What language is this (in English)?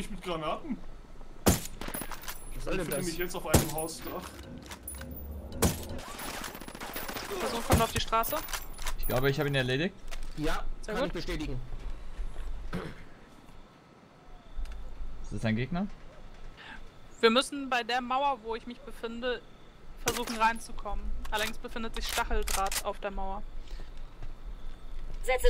German